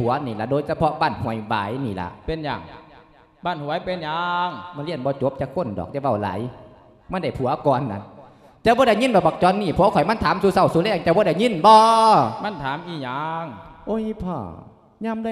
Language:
Lao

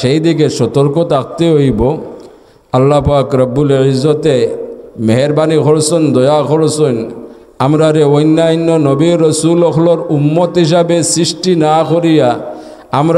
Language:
Sylheti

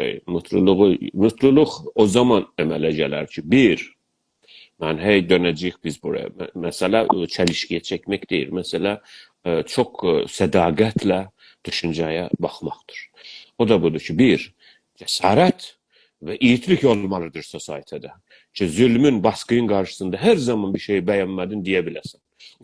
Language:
South Azerbaijani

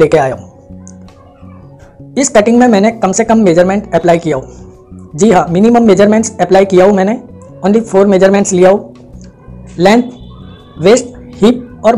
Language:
Hindi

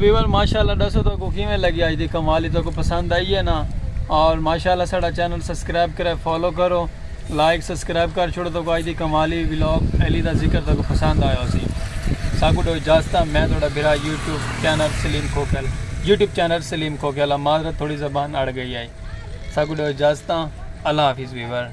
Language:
Saraiki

